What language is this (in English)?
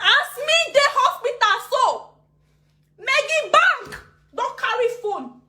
Nigerian Pidgin